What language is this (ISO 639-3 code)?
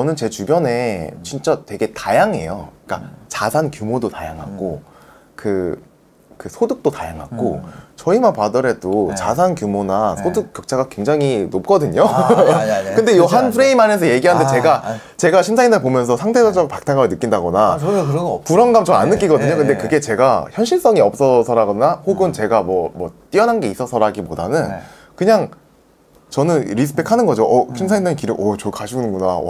kor